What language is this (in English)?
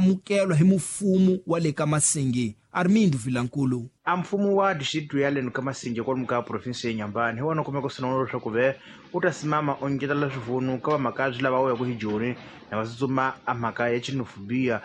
Tsonga